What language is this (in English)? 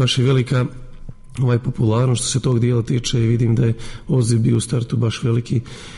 Serbian